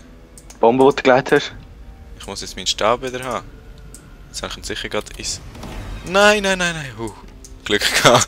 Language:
Swiss German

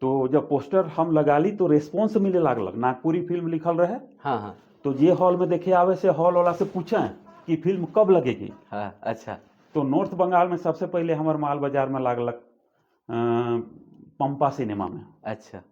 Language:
Sadri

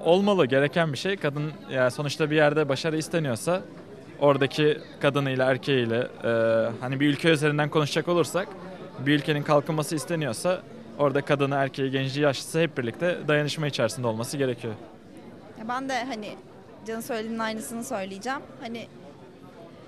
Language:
Turkish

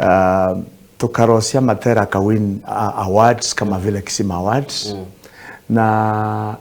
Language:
Gusii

